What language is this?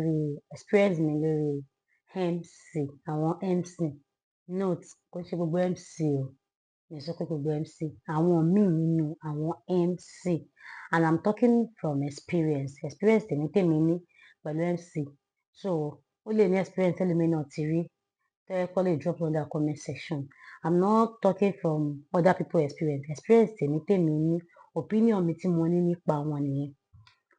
Yoruba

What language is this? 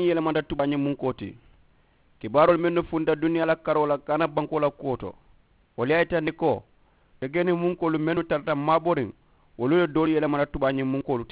Mandingo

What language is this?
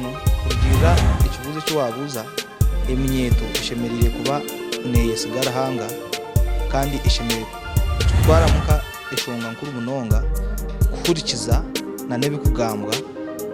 Nyankole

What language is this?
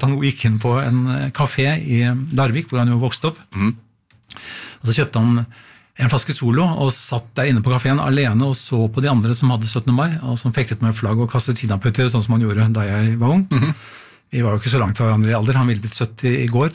Norwegian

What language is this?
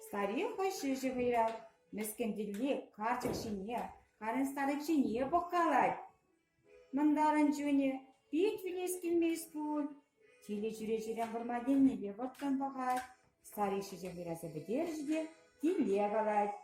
Chuvash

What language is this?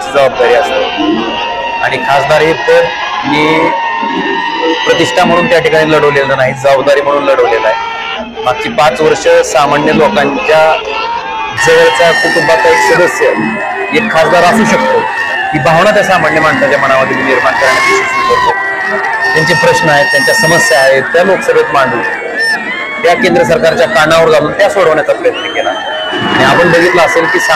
Marathi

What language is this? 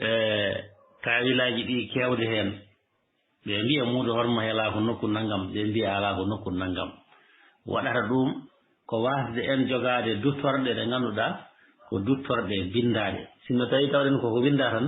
Fula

